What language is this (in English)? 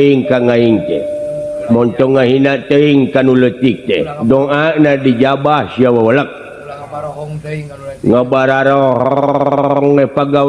Sundanese